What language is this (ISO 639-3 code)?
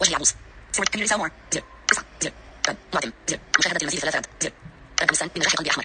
ars